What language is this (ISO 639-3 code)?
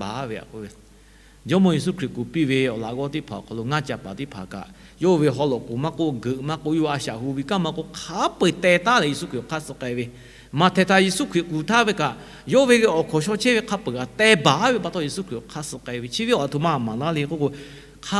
lhu